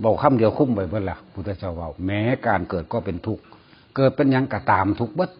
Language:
Northeastern Thai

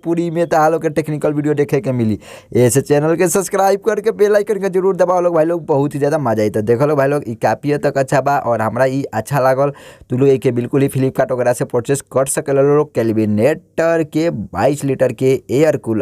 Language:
Bhojpuri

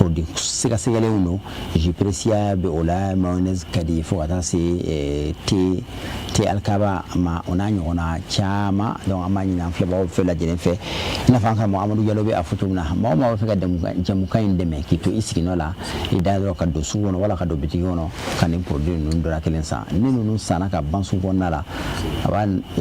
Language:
Bambara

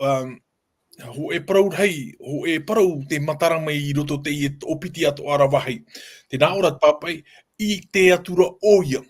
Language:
Tahitian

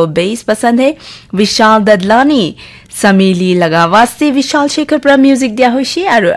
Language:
Naga Pidgin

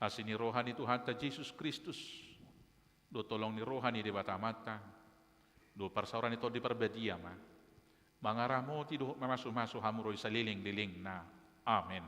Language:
Batak Toba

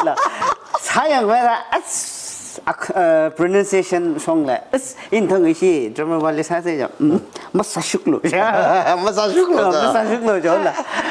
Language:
Tangkhul Naga (India)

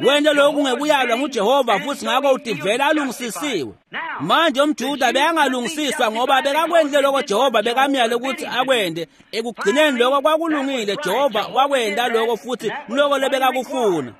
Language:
Swati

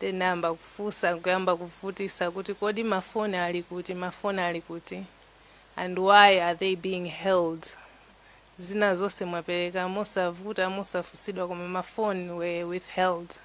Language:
Nyanja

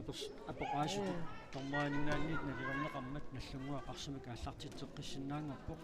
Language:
Kalaallisut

